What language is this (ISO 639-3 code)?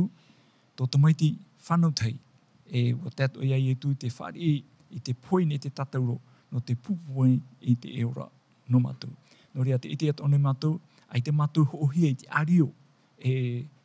tah